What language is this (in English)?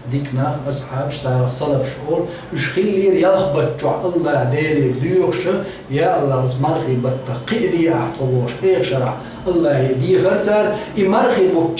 Chechen